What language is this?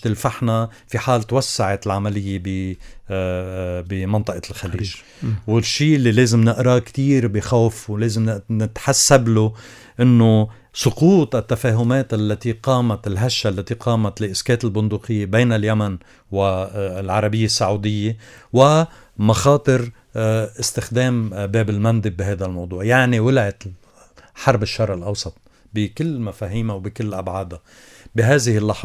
North Levantine Arabic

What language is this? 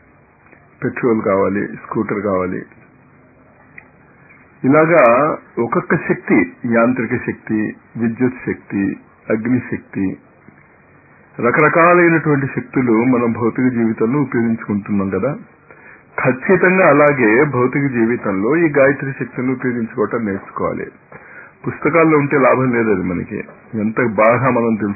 Telugu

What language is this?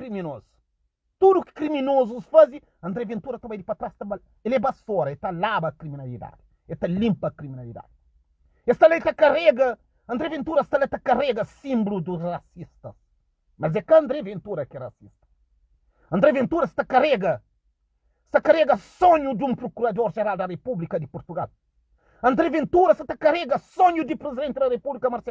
Kabuverdianu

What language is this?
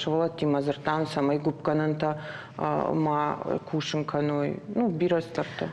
Ossetic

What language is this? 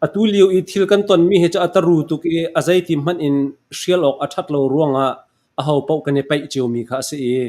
Falam Chin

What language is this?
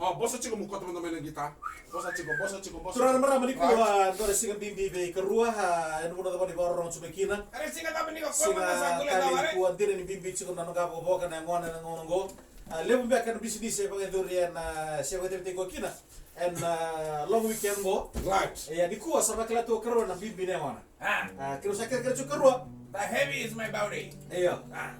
Fijian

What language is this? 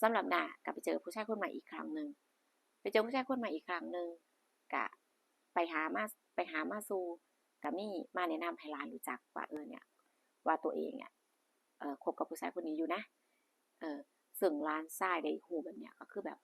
Northeastern Thai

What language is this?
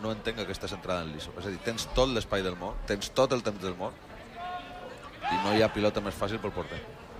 Catalan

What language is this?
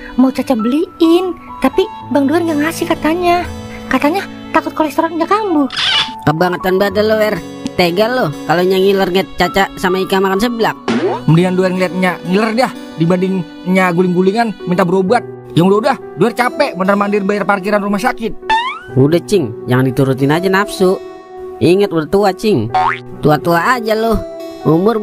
Betawi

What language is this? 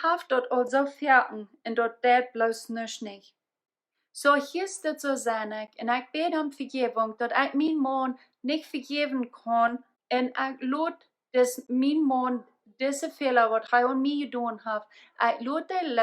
Plautdietsch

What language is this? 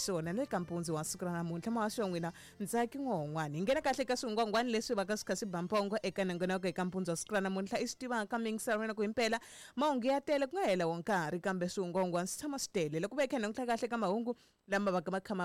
Tsonga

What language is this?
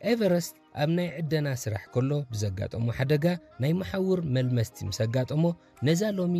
Tigrinya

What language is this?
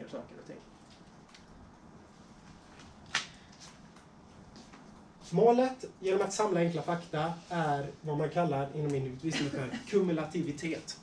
Swedish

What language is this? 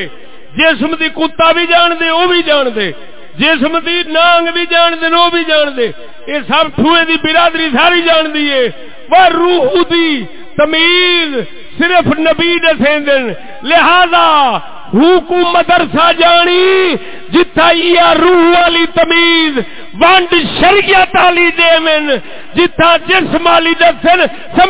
Saraiki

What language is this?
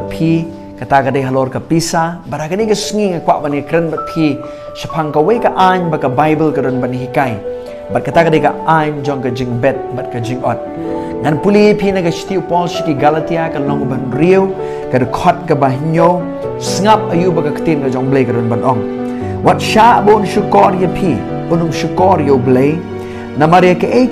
Khasi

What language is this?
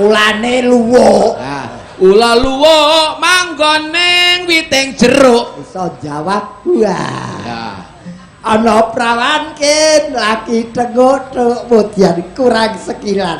Javanese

